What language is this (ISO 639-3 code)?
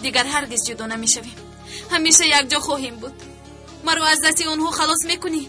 tgk